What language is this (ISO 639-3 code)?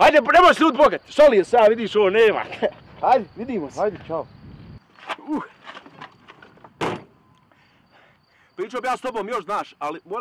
bos